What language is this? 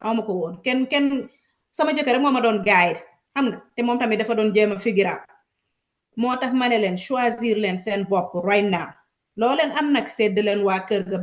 Wolof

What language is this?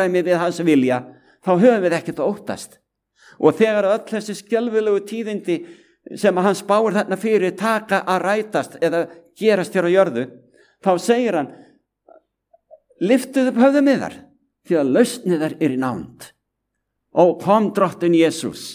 Icelandic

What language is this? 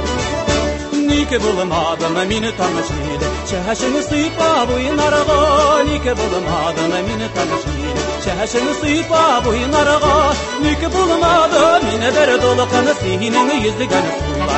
Tatar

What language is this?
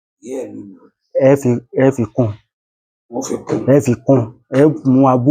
Yoruba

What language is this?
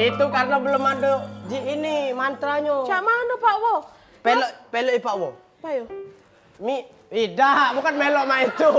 Musi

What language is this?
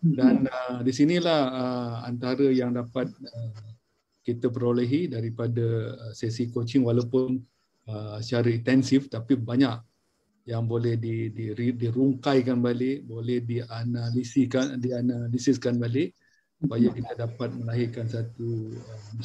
Malay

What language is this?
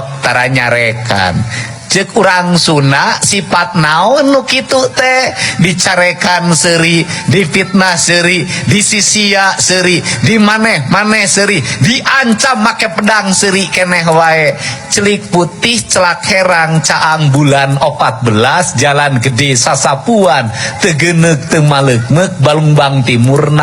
Sundanese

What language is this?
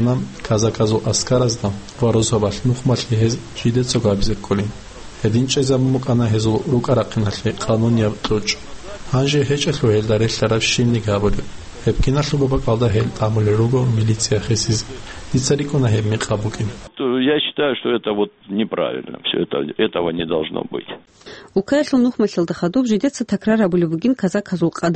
Avaric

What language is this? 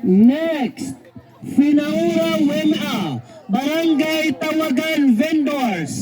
Waray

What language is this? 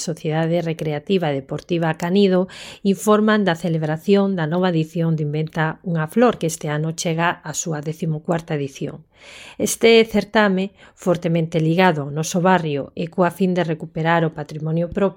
Galician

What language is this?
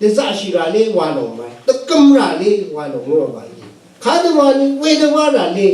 Rawang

